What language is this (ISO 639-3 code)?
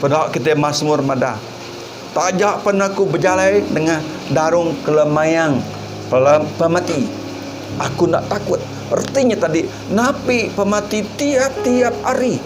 iba